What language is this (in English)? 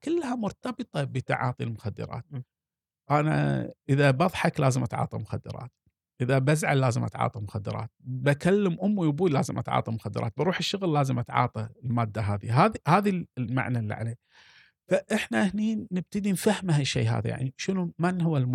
Gulf Arabic